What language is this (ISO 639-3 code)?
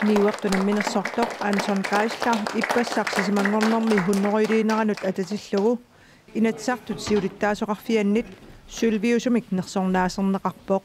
kal